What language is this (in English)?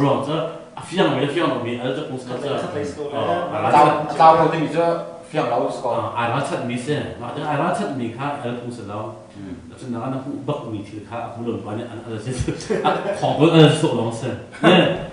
Hakha Chin